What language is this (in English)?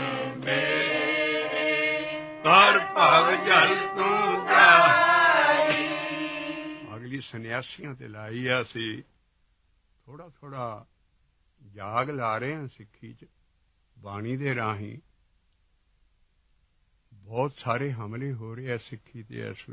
Punjabi